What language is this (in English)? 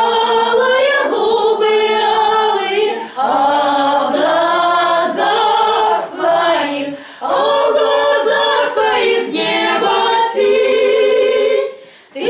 Chuvash